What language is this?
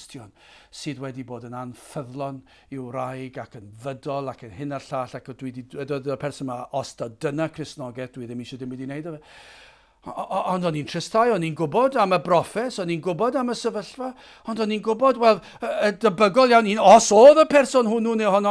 Welsh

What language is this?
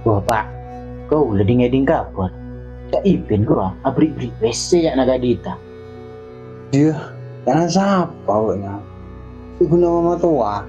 Madurese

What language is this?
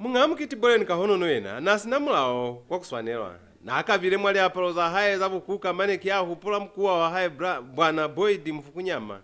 Lozi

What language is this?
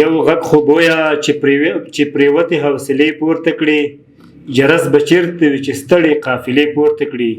Pashto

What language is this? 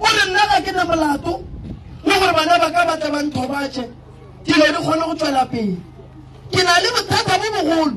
Northern Sotho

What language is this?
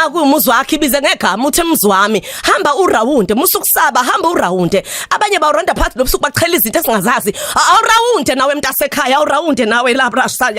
Zulu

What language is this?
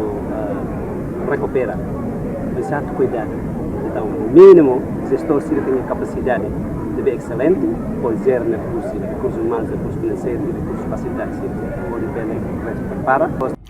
Tetum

